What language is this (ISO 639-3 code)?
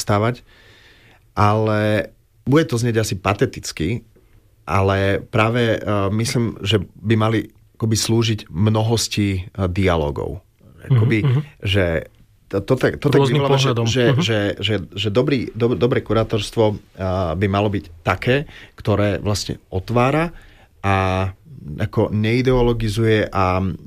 slk